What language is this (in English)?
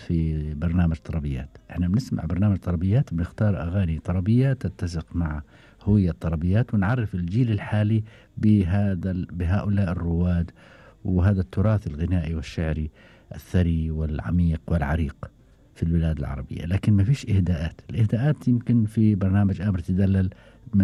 Gulf Arabic